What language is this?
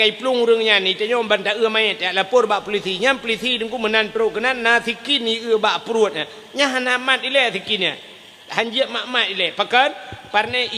Achinese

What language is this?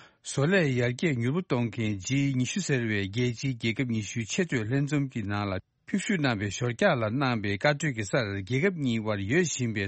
Tibetan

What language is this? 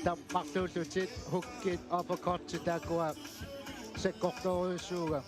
Kalaallisut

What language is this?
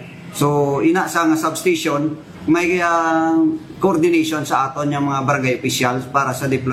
Hiligaynon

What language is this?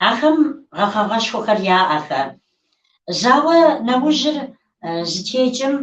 Kabardian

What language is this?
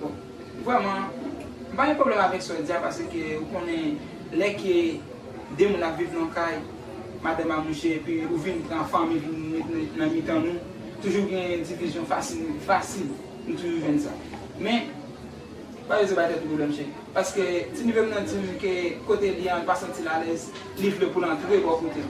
Haitian Creole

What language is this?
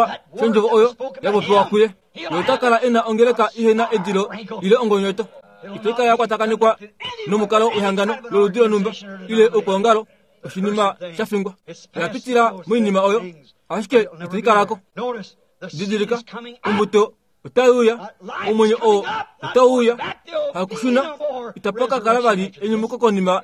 Kuanyama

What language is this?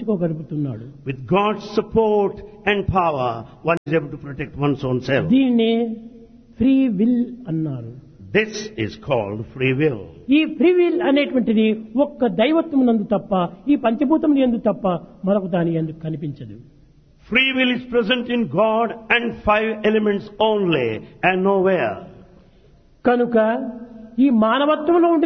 Telugu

